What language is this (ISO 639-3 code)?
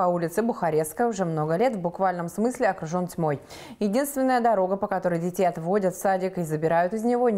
rus